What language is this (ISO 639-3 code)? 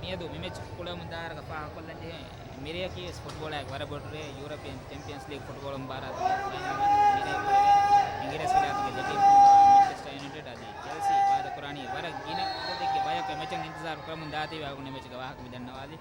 div